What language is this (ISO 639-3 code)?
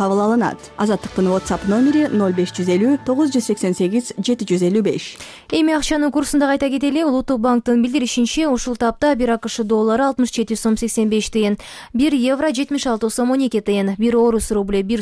kir